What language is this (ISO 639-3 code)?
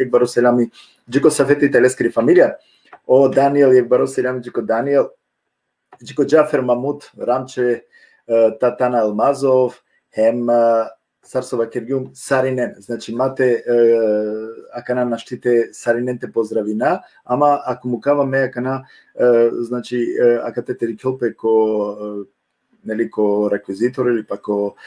rmn